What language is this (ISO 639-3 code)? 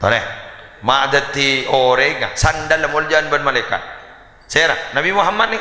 mad